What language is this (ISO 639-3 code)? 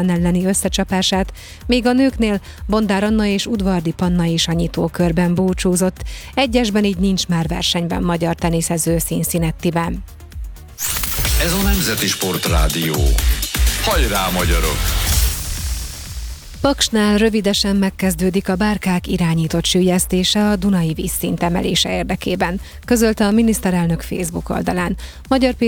hun